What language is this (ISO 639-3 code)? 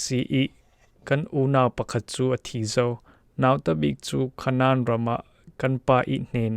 cfm